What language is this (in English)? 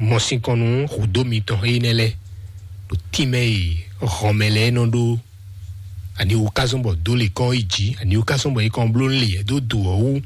Fon